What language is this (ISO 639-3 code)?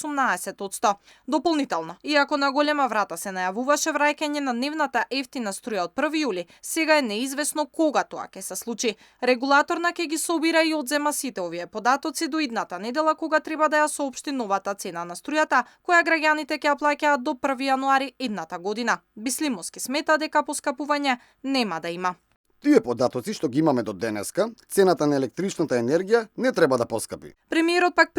mkd